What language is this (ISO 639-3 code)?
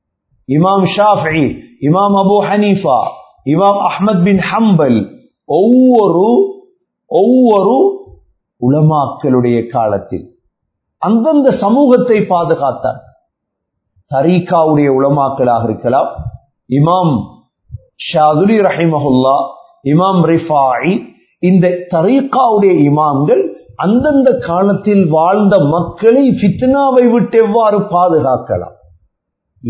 tam